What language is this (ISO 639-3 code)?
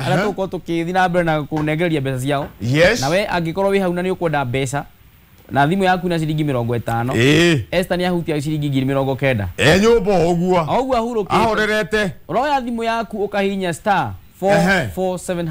kik